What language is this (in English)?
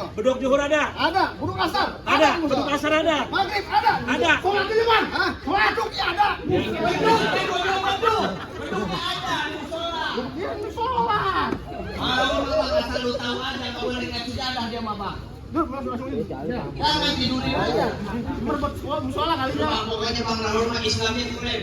Betawi